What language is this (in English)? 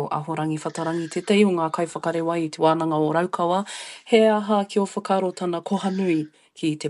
Māori